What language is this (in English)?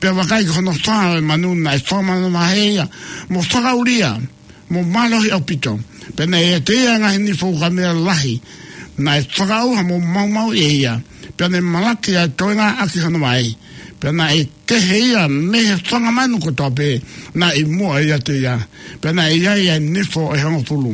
Tongan